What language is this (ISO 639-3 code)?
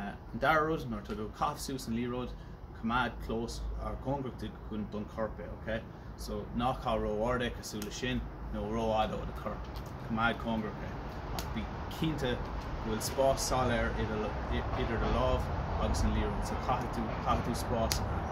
gle